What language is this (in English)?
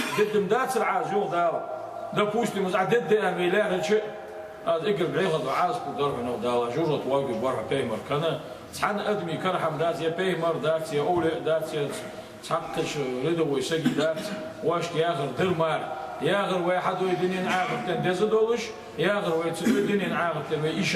Ingush